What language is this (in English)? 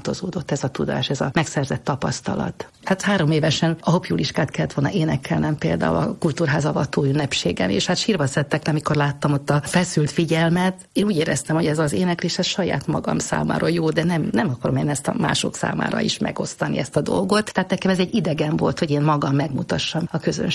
Hungarian